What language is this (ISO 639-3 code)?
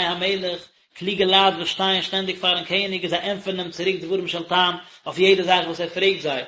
yid